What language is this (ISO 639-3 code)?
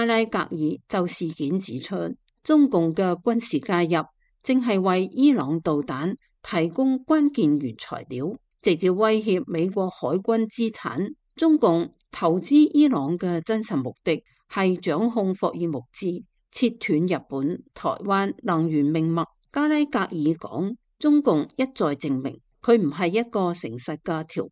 yue